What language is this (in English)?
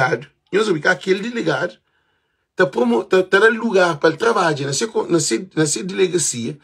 Kabuverdianu